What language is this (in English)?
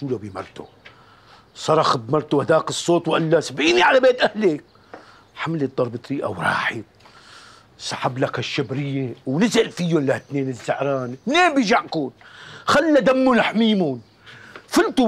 North Levantine Arabic